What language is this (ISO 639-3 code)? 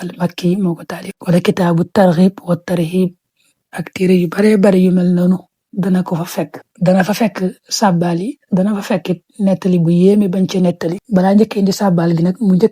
wol